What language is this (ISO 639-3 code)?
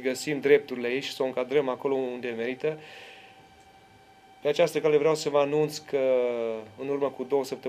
ron